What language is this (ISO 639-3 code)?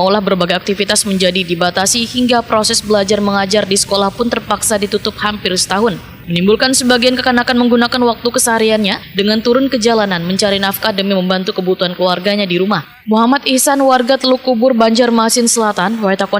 bjn